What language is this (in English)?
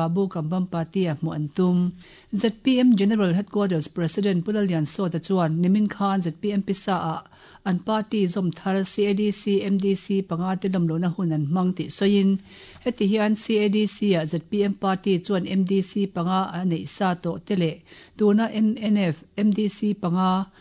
Mizo